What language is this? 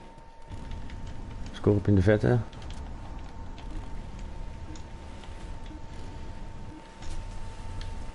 Dutch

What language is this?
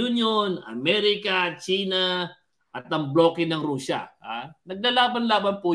Filipino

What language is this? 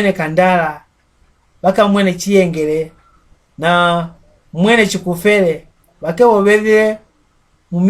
Mbunda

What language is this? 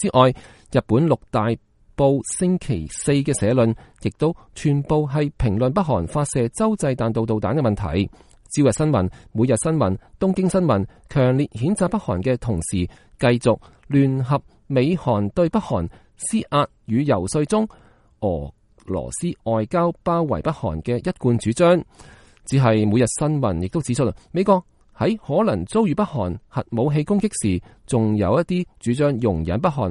Cantonese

